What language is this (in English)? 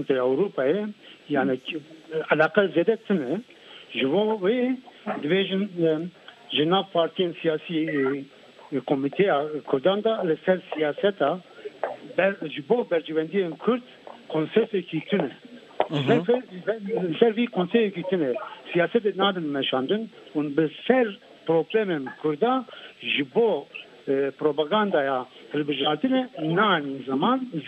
Kurdish